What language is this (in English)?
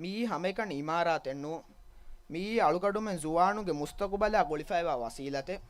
Divehi